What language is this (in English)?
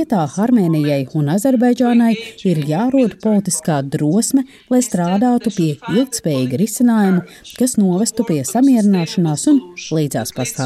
Latvian